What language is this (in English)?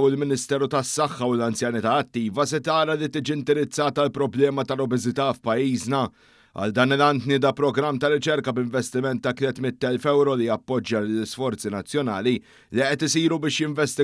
Maltese